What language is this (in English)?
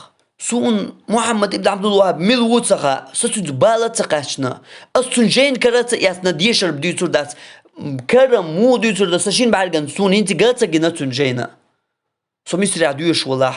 Chechen